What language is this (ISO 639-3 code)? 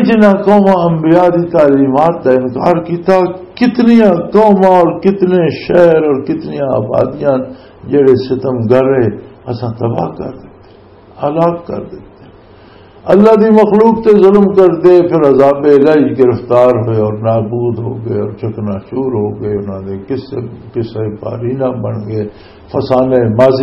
lah